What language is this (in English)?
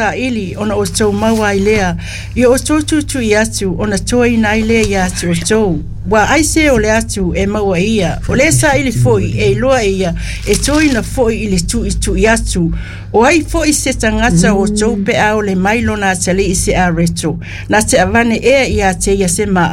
Samoan